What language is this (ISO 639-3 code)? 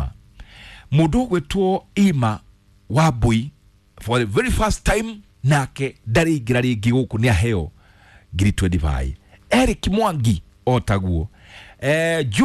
kik